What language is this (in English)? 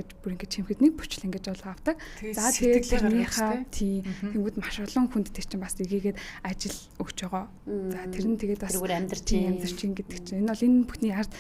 Mongolian